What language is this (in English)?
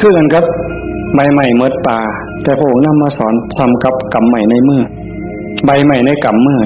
Northeastern Thai